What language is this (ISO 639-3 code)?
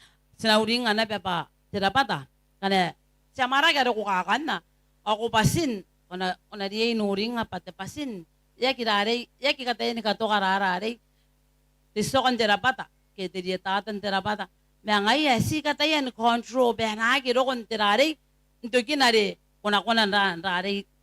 gil